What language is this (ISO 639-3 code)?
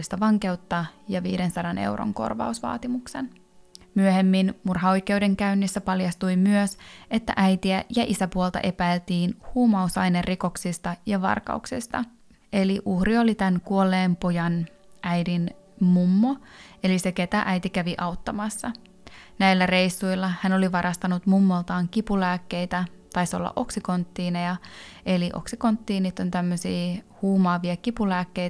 fin